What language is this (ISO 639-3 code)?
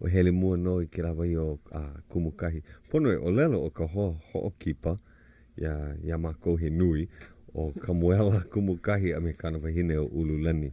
haw